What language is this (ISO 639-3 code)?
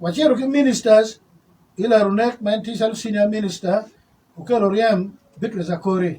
ach